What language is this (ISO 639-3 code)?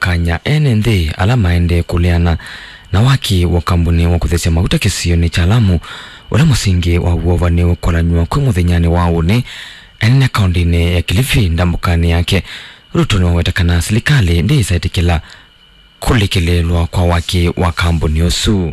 kam